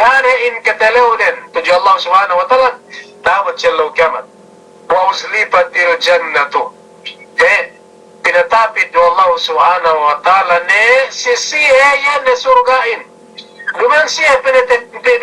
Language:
Yakan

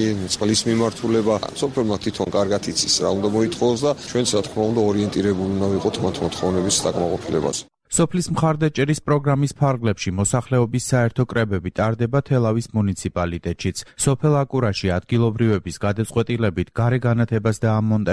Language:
Georgian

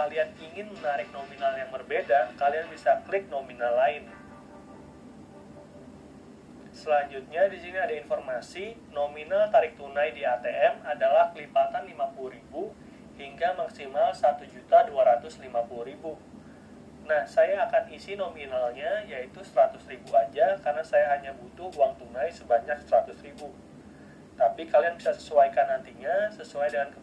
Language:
Indonesian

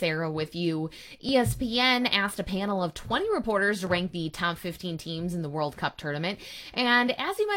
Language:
English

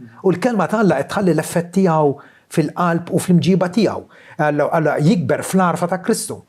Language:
Maltese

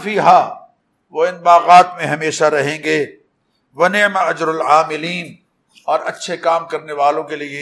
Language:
Urdu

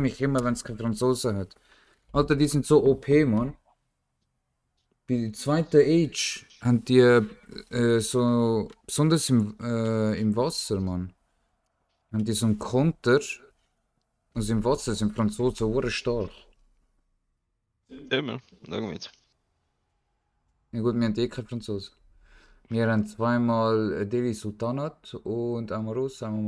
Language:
German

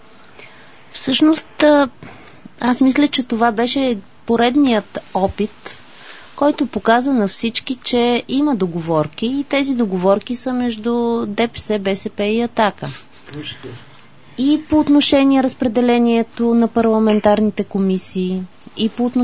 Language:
Bulgarian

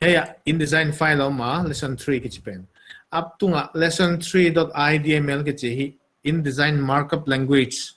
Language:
Paite Chin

